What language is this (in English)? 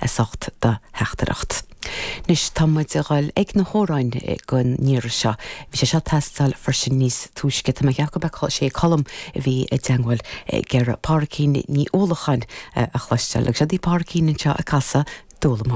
Irish